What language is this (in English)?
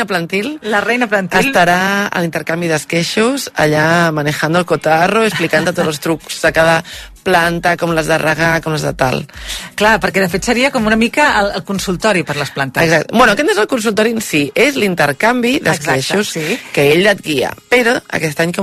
Catalan